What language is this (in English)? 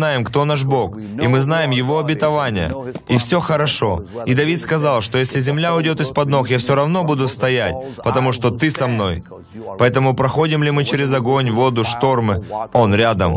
Russian